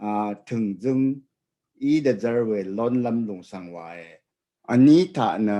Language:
Rawang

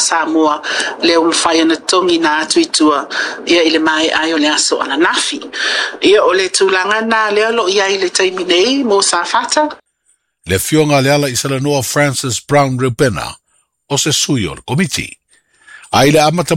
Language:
Samoan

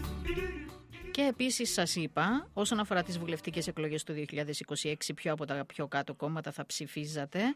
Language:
Greek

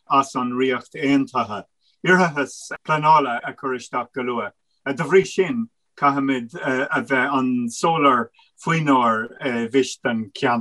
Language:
Irish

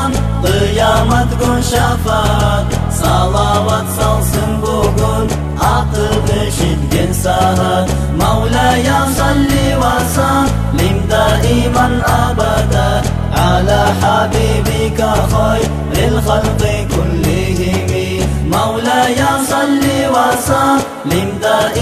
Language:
Kumyk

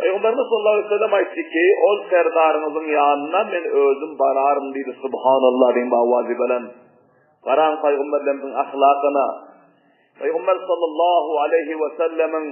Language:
Turkmen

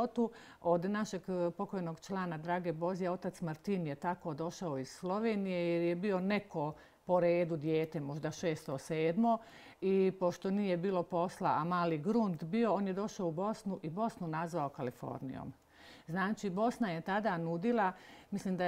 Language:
Bosnian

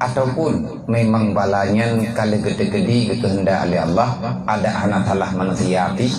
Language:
Achinese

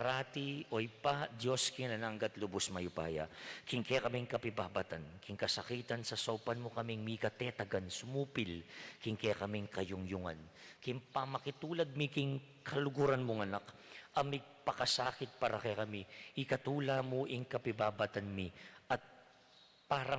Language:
Pampanga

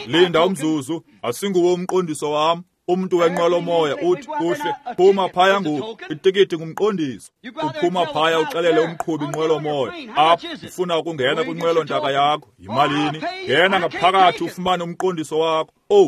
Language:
Xhosa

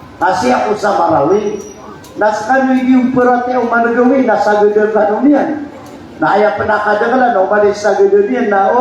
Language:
Maranao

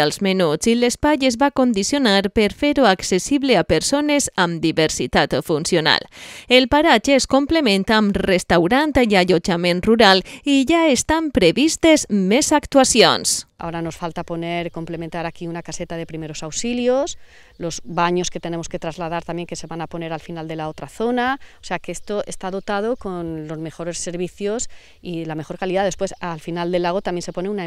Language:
Catalan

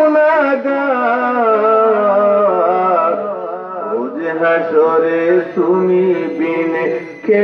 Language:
Sylheti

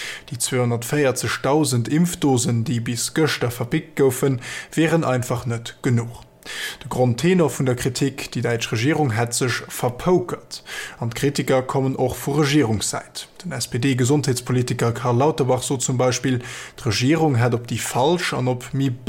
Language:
Luxembourgish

